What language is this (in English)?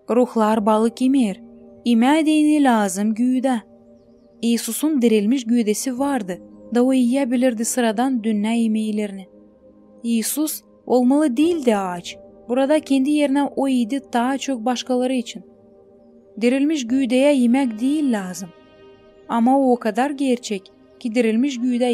Gagauz